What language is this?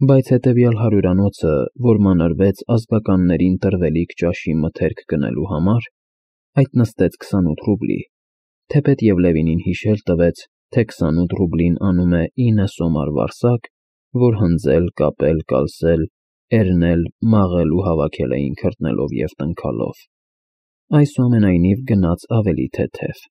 Armenian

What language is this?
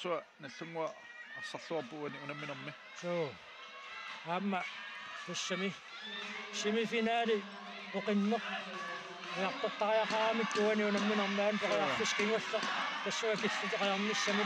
Kalaallisut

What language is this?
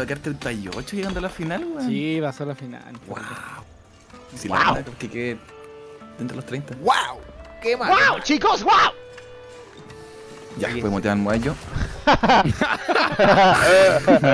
Spanish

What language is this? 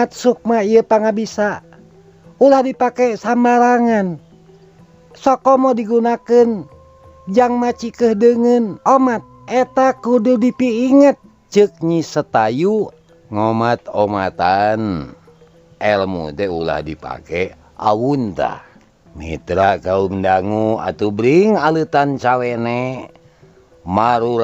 Sundanese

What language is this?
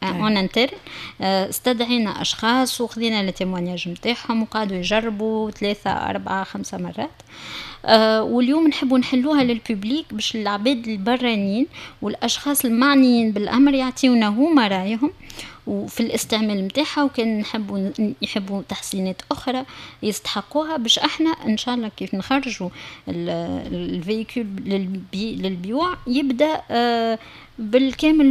Tunisian Arabic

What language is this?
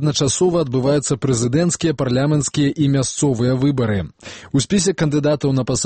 Belarusian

